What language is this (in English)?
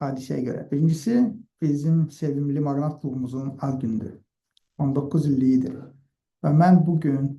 Azerbaijani